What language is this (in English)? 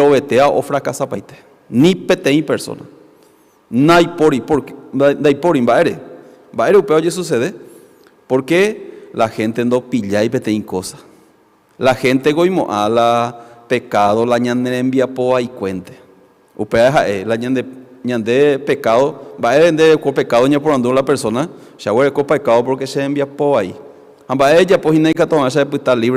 Guarani